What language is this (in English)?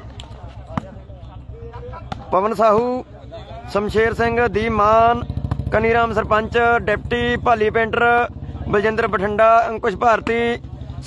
Punjabi